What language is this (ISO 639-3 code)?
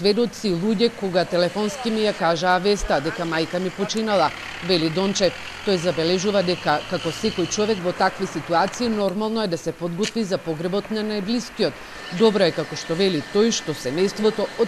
mkd